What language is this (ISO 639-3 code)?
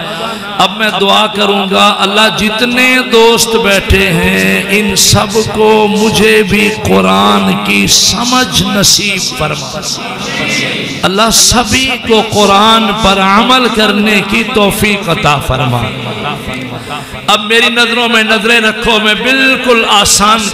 urd